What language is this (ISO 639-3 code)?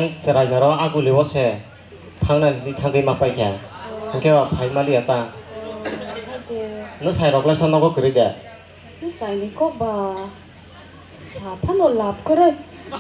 trp